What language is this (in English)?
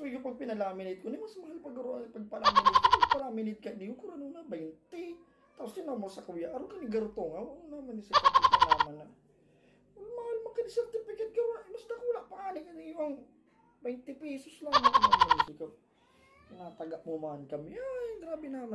Bikol